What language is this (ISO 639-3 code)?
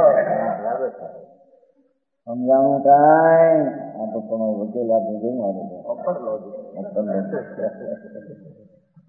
guj